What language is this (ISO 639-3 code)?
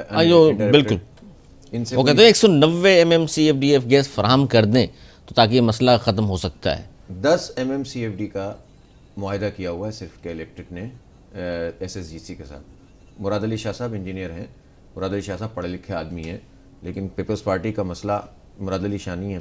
urd